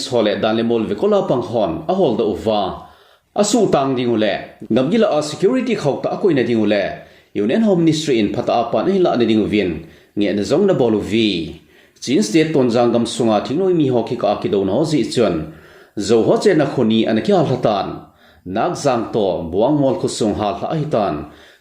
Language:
Thado Chin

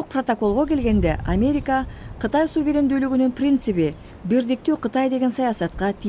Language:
Kyrgyz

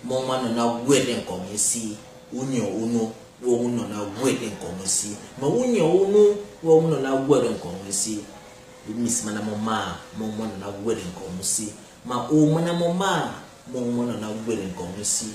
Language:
Basaa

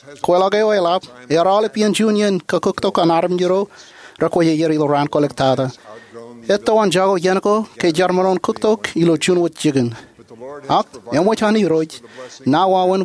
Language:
Marshallese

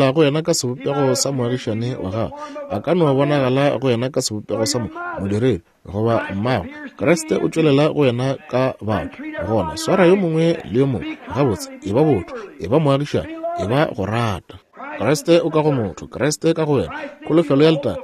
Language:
Northern Sotho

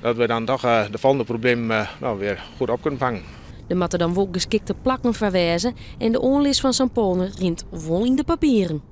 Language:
Western Frisian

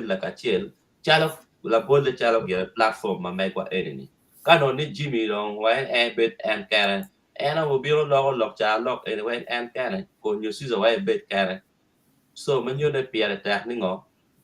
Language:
Acoli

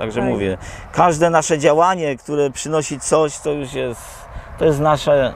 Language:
Polish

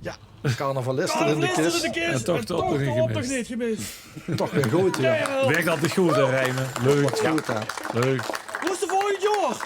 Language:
Limburgish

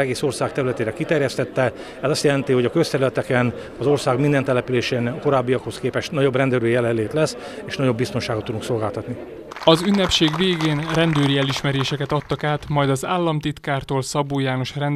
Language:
Hungarian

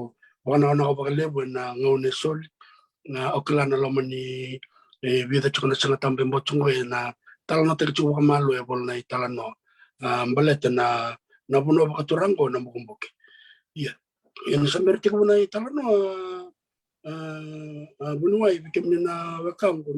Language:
Fijian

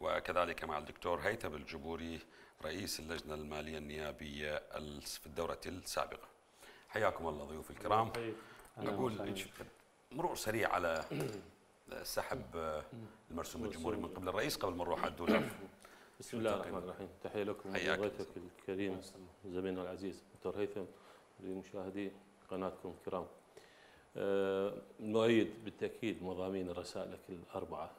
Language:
Mesopotamian Arabic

